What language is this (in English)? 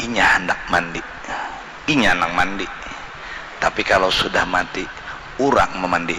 Banjar